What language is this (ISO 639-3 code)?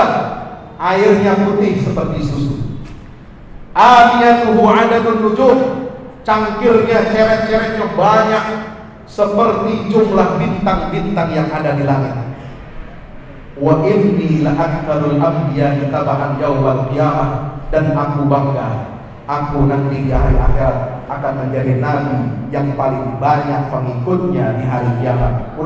ind